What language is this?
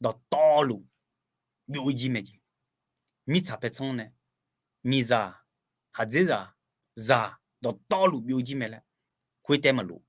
Akha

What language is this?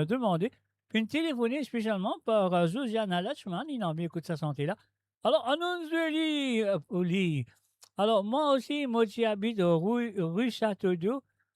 Morisyen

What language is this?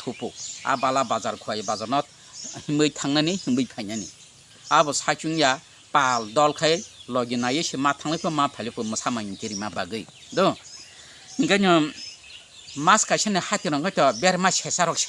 Kok Borok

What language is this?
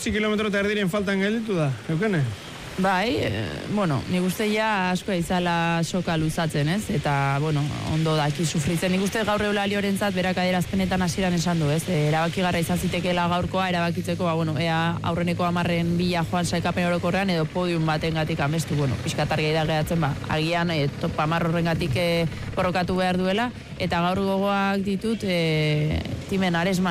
Basque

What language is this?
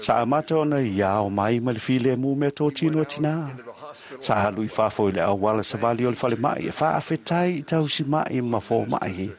Samoan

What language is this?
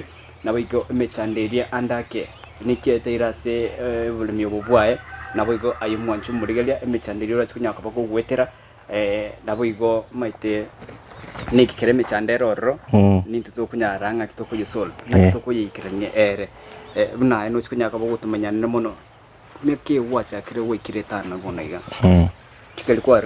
Gusii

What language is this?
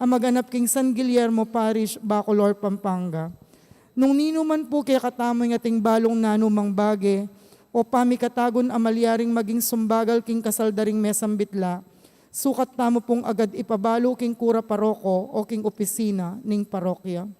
Pampanga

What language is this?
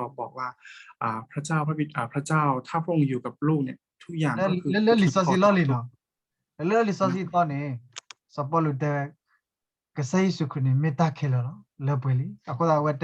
S'gaw Karen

